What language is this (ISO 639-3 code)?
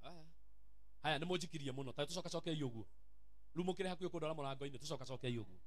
kik